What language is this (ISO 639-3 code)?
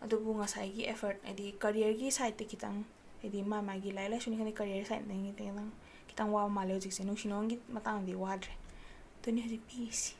mni